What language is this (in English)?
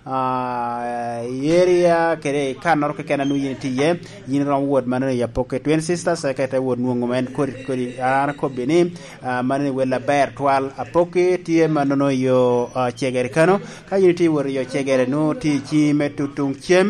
Lango (Uganda)